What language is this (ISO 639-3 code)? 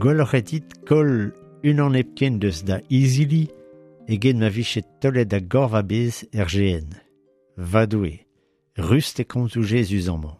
bre